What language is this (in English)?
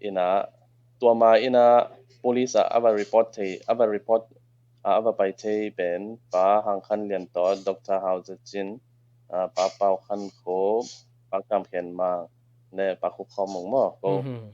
Tedim Chin